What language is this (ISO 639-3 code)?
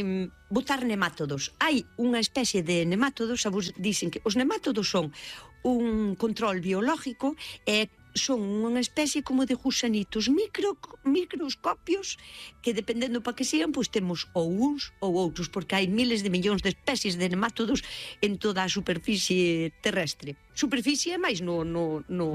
glg